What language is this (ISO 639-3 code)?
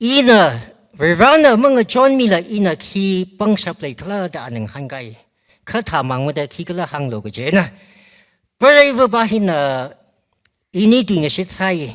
nmf